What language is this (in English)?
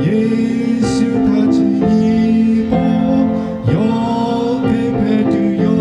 Lahu